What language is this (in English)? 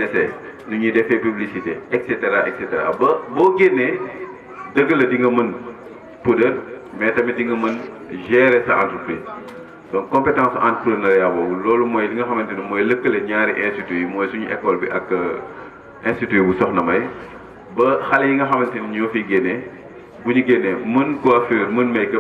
Wolof